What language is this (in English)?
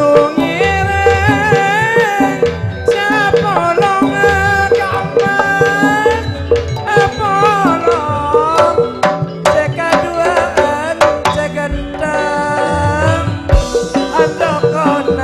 Madurese